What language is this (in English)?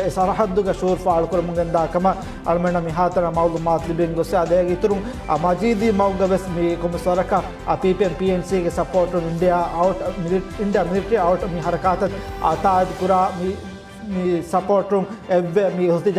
Divehi